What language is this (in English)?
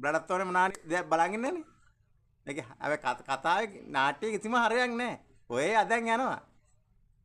Sinhala